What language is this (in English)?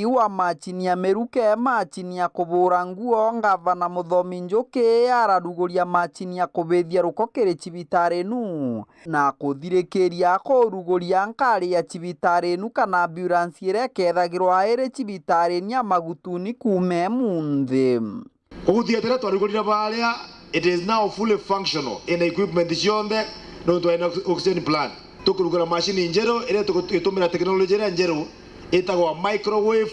Meru